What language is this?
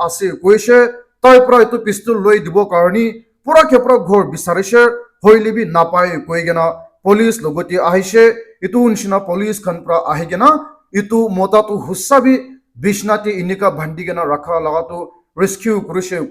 Naga Pidgin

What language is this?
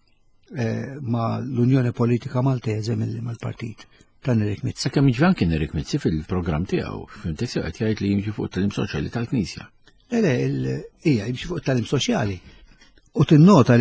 Maltese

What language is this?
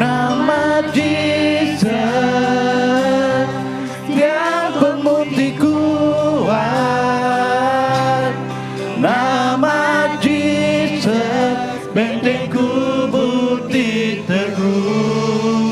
Iban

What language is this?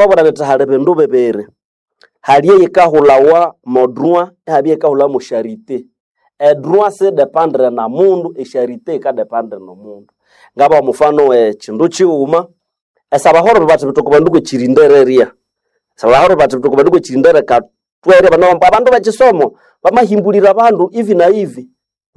Nande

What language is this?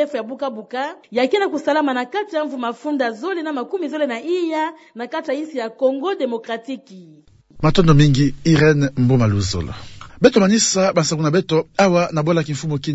Kituba (Democratic Republic of Congo)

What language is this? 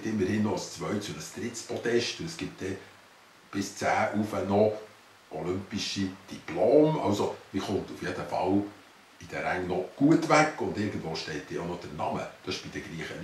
Swiss German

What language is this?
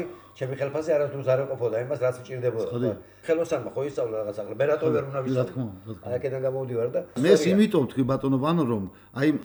Georgian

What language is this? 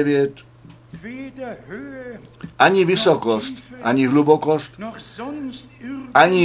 Czech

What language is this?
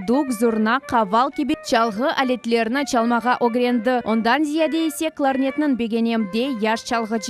Crimean Tatar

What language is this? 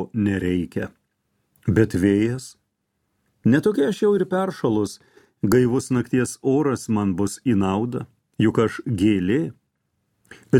Lithuanian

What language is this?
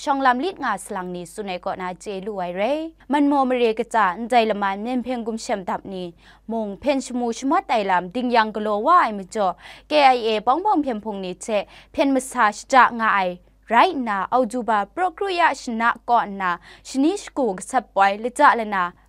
Kachin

